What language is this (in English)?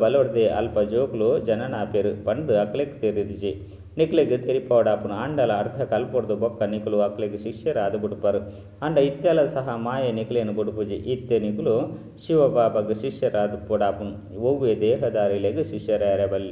Tulu